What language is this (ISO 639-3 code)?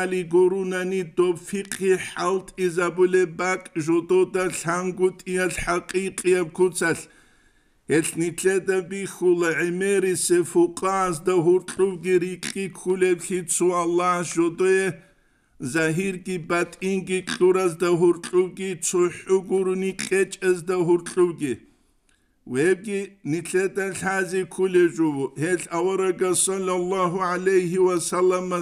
ava